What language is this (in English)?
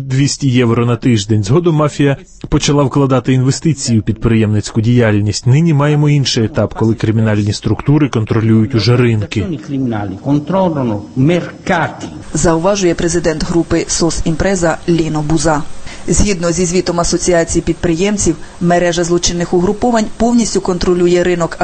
Ukrainian